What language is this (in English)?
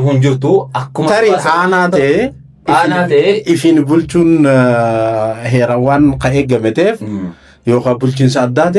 Oromo